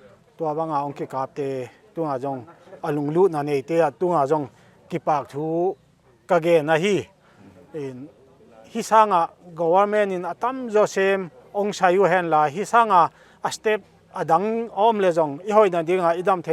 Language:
Paite Chin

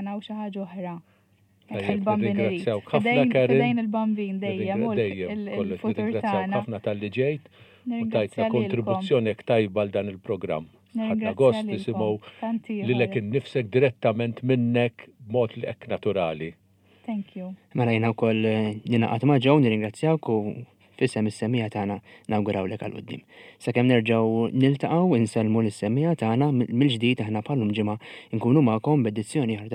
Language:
Maltese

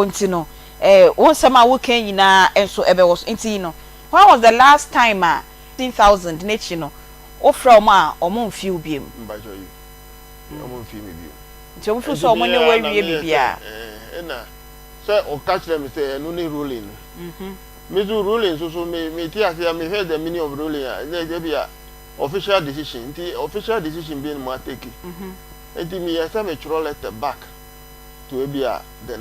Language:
Akan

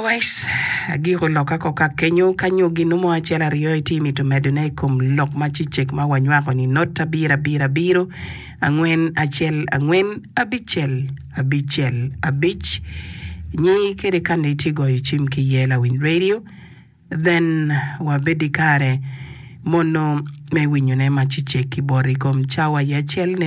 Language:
Acoli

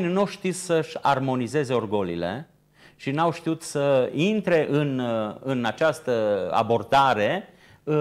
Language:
Romanian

